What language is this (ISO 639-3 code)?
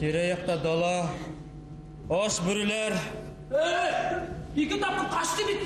bak